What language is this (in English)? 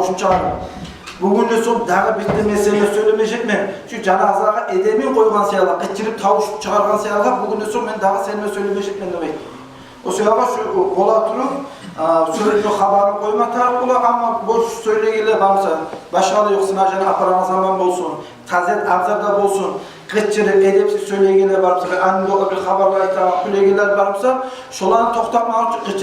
Kumyk